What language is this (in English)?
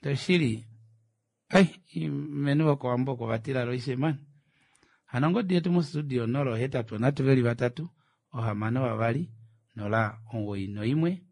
Kuanyama